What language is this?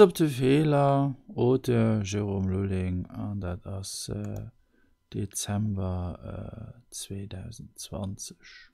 Luxembourgish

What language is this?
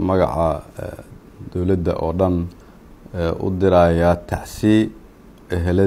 Somali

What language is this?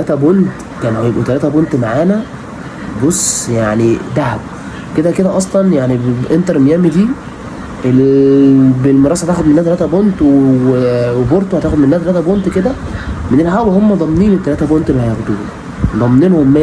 Egyptian Arabic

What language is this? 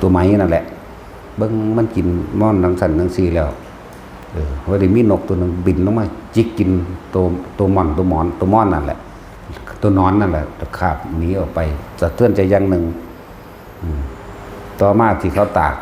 Northeastern Thai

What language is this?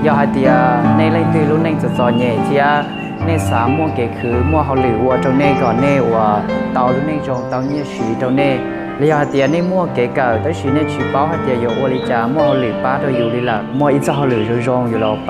Hmong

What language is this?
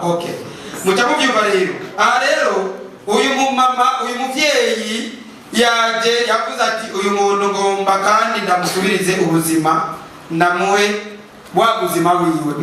Rundi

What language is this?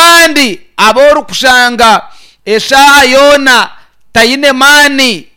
Nyankole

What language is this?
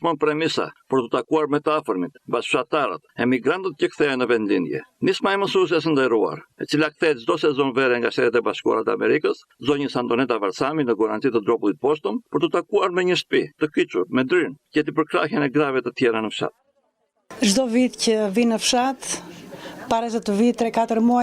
Albanian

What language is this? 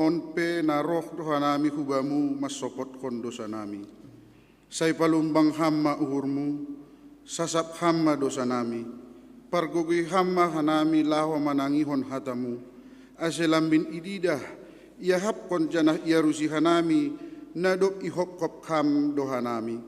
Batak Simalungun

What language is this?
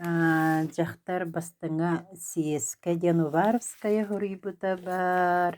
Yakut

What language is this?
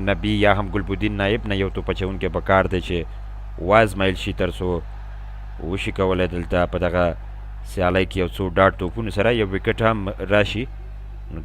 Pashto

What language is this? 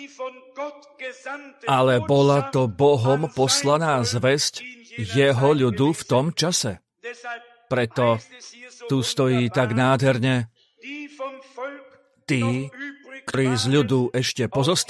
Slovak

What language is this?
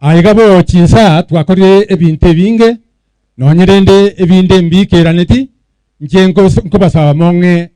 Gusii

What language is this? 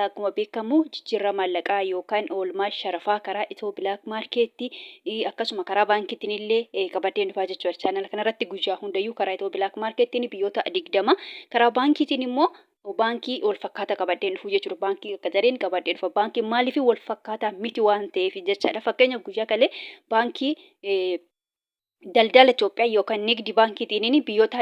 Oromo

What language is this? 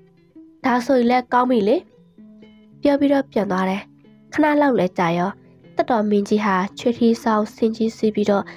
Burmese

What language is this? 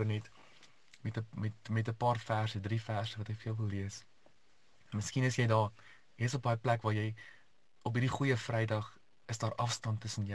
Afrikaans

